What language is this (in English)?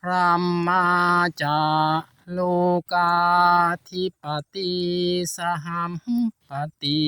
Pali